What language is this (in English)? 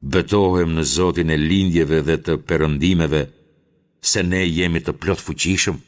Albanian